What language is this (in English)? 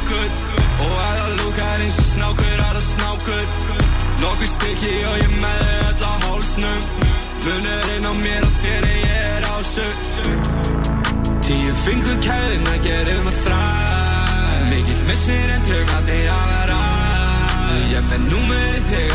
Icelandic